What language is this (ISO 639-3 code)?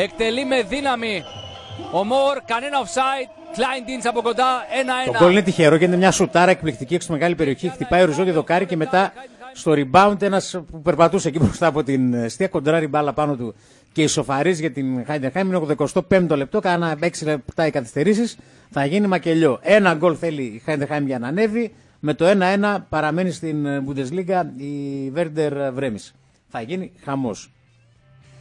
ell